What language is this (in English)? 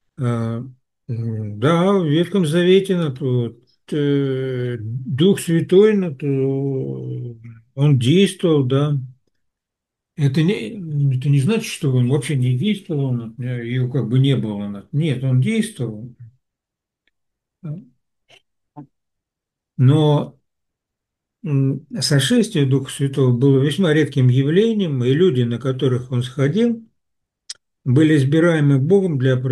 Russian